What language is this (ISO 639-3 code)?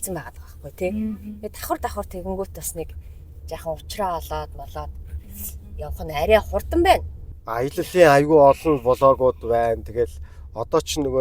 mon